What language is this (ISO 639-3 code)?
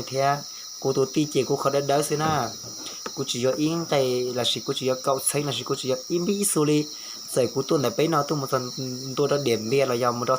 hmn